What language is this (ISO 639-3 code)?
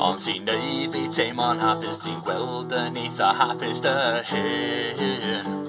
cym